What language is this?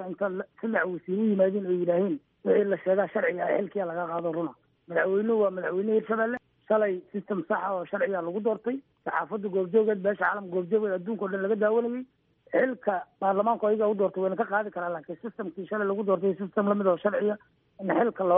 Somali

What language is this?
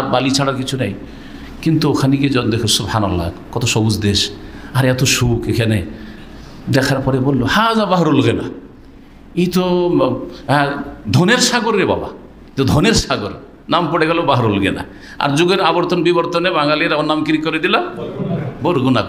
Bangla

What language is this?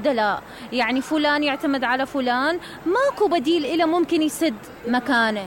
Mesopotamian Arabic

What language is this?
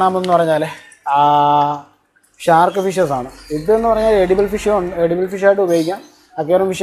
Malayalam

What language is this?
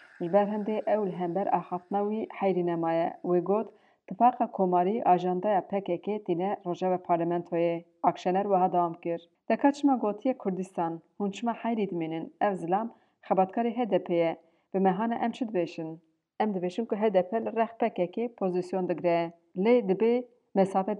Kurdish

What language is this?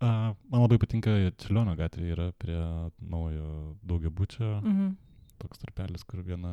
Lithuanian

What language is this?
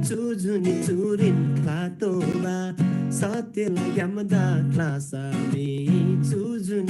Eastern Tamang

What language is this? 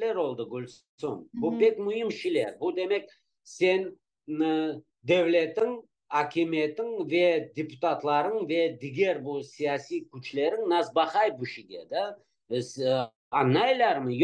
Crimean Tatar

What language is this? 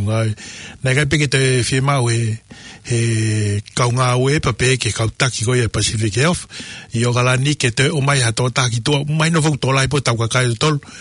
Tongan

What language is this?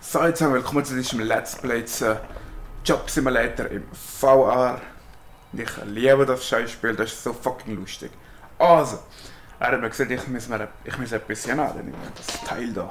Swiss German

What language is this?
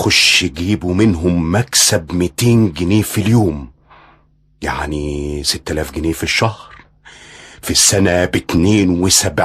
Egyptian Arabic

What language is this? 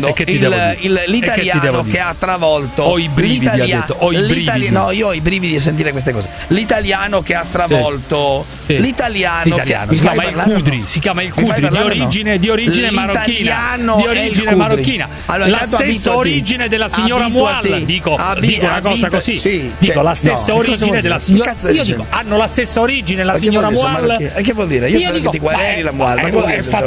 Italian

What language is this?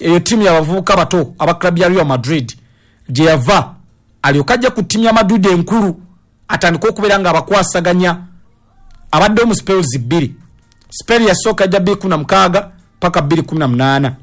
Ganda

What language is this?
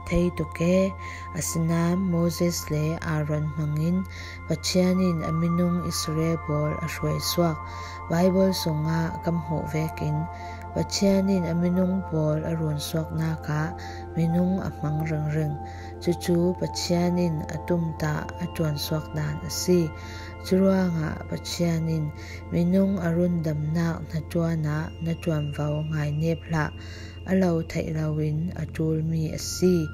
Falam Chin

